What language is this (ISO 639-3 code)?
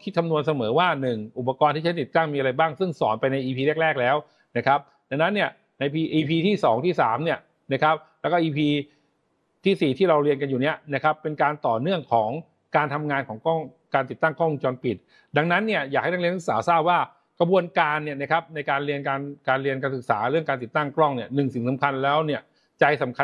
tha